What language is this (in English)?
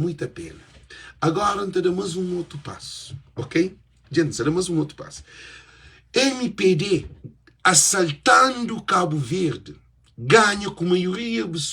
Kabuverdianu